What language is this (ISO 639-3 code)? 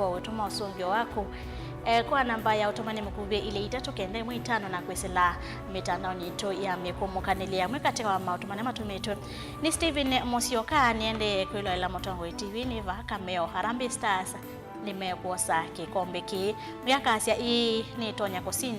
kam